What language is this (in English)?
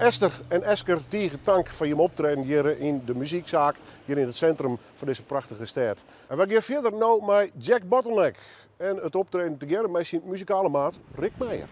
Western Frisian